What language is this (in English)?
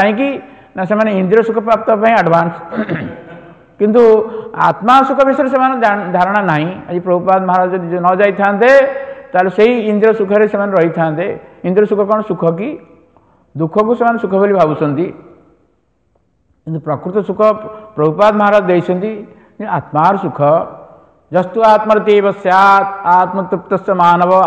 Odia